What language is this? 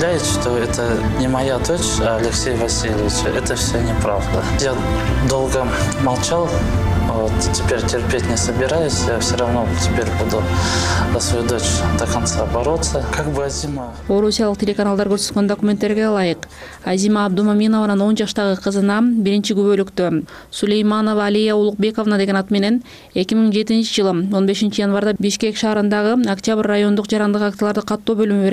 Kyrgyz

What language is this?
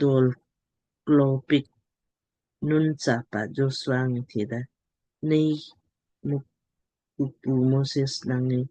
Lamkang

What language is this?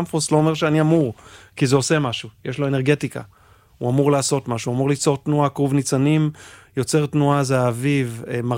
Hebrew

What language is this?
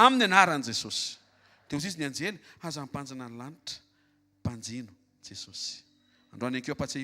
Malagasy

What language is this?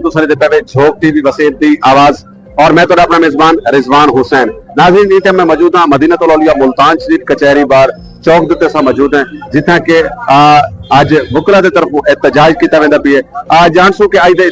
Saraiki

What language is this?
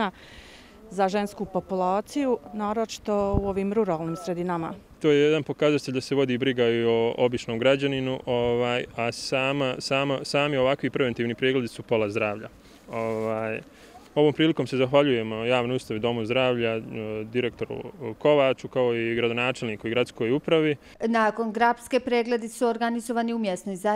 Bosnian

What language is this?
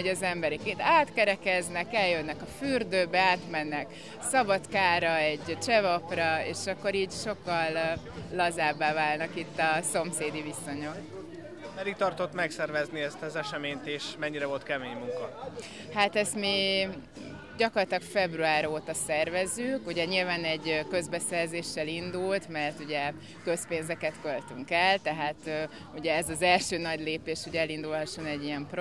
Hungarian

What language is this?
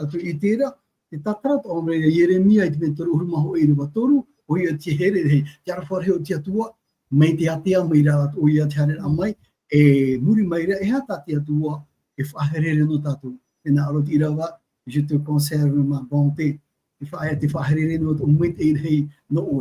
Tahitian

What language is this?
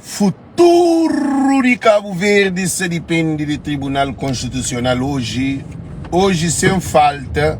Kabuverdianu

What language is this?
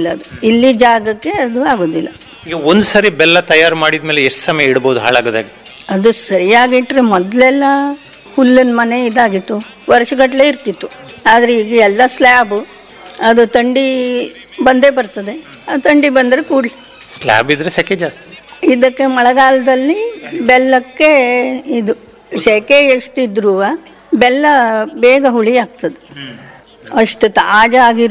Kannada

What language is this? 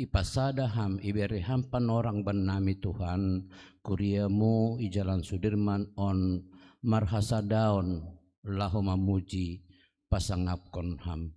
Batak Simalungun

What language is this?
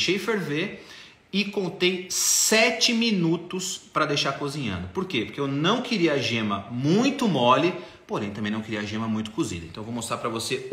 Portuguese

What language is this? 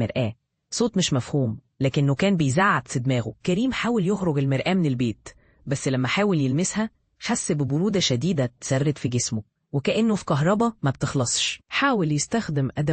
Egyptian Arabic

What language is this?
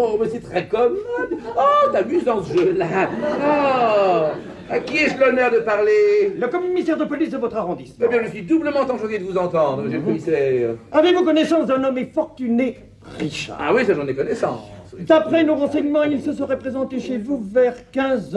French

